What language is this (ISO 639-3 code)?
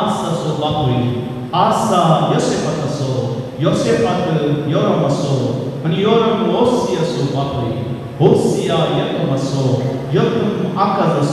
kok